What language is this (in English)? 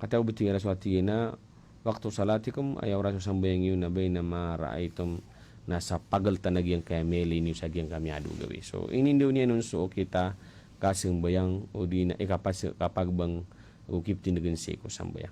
Maranao